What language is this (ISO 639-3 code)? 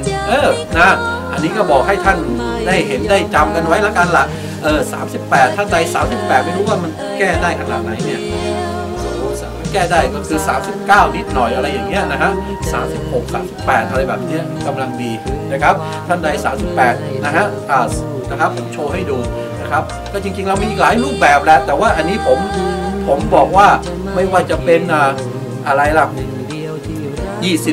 tha